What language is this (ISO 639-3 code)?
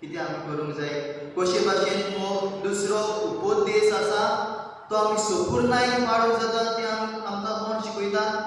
kok